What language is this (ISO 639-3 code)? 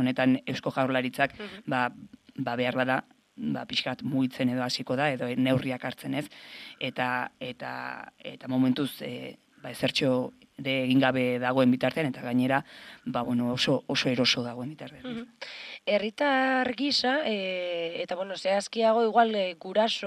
eus